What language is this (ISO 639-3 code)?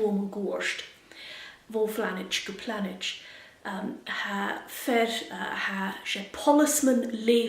gla